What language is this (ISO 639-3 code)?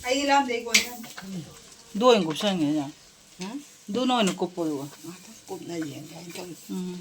mni